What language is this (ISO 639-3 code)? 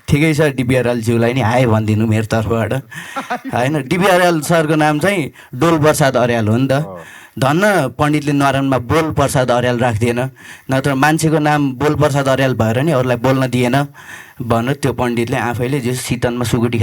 nep